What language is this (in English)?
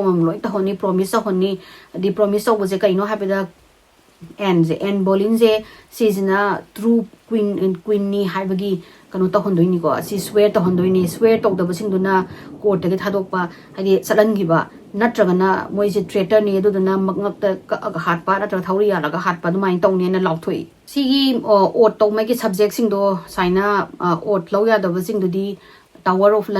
Manipuri